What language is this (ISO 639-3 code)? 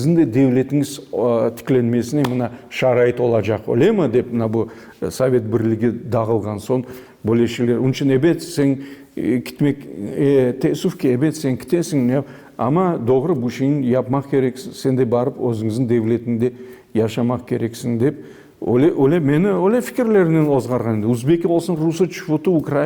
crh